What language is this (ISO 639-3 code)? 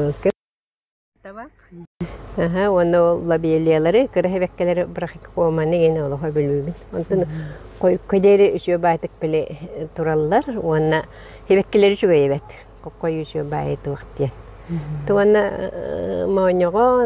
sah